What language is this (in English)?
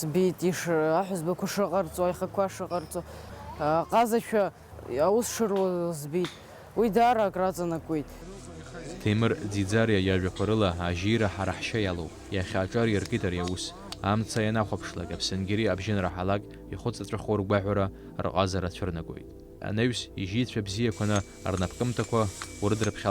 Abkhazian